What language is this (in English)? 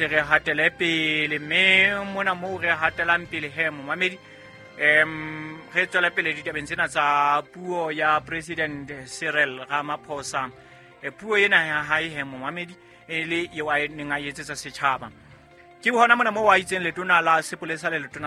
Southern Sotho